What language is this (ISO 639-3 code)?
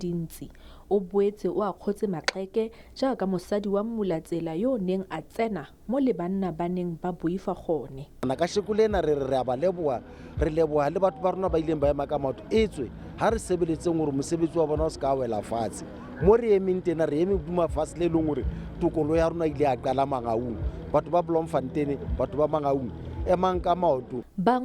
tsn